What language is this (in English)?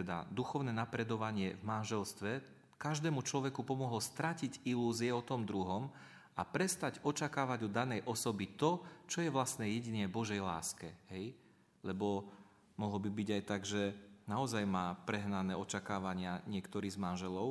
Slovak